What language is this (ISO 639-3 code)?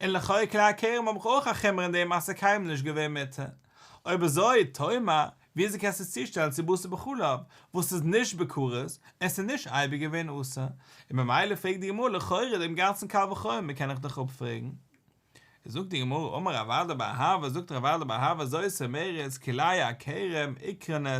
yid